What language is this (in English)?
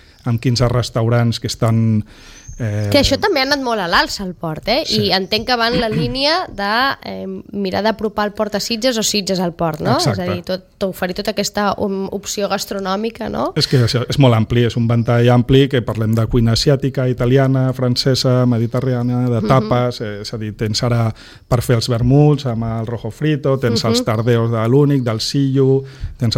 Catalan